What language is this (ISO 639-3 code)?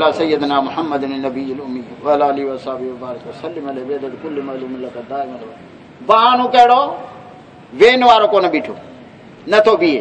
skr